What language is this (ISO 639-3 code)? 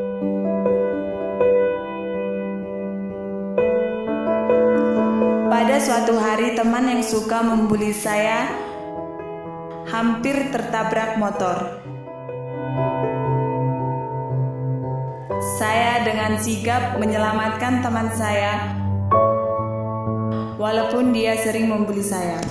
ind